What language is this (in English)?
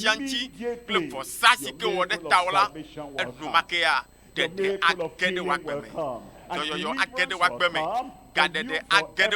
Ewe